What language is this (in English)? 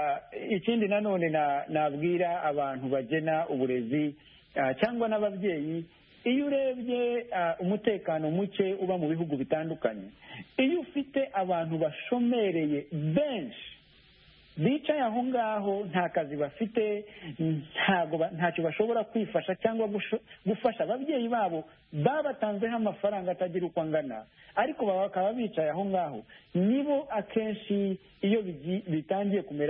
Kinyarwanda